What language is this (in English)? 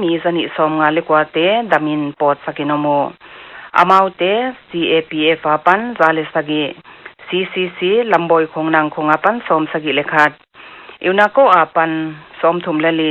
Paite Chin